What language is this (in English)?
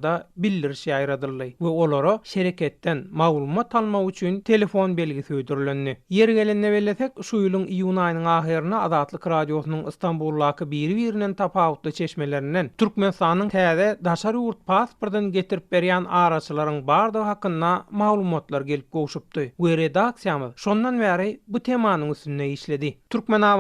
Turkmen